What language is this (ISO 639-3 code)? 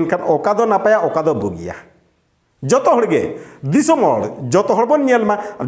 sat